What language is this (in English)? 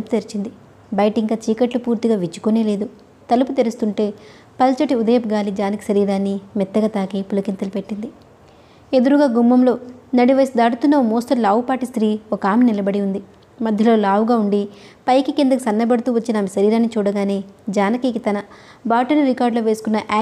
Telugu